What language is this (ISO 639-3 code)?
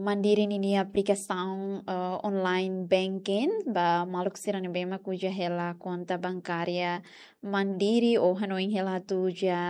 tet